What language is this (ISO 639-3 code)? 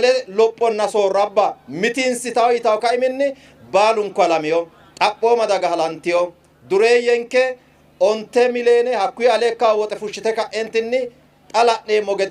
sid